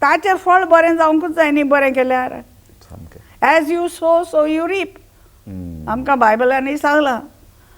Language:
Konkani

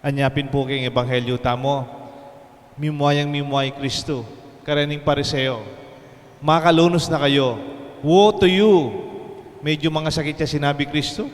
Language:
Pampanga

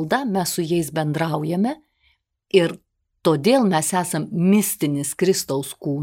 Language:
Lithuanian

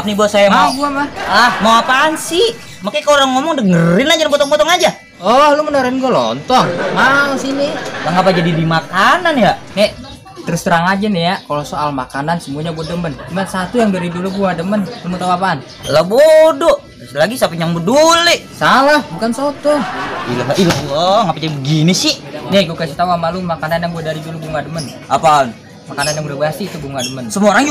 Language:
Betawi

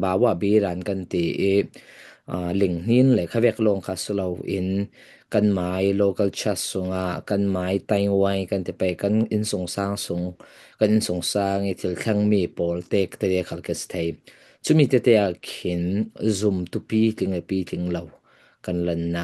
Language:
Falam Chin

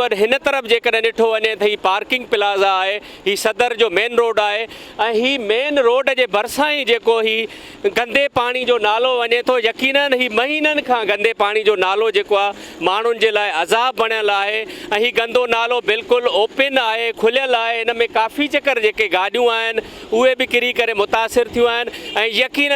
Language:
Sindhi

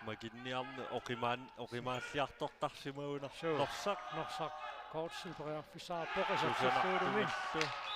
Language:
Kalaallisut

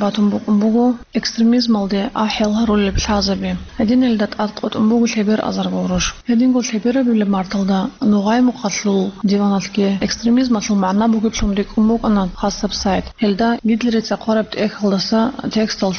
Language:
Avaric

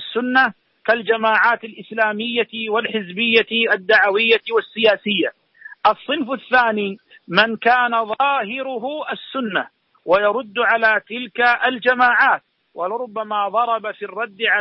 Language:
Arabic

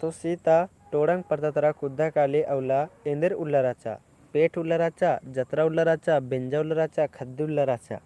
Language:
Kurukh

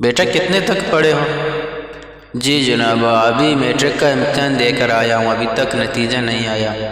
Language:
Eastern Balochi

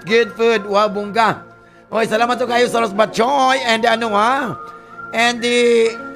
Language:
Cebuano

